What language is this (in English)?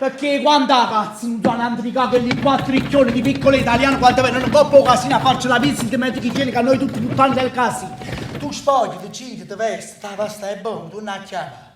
Neapolitan